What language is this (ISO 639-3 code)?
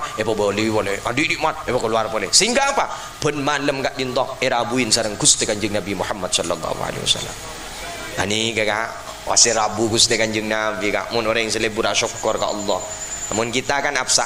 mad